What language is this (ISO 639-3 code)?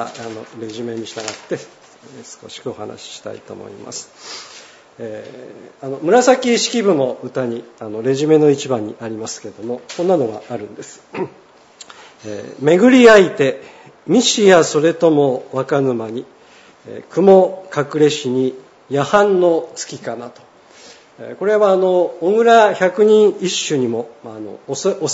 jpn